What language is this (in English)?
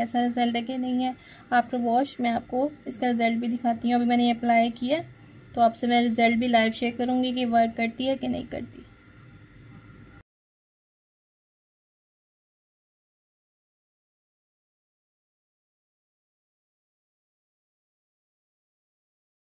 Hindi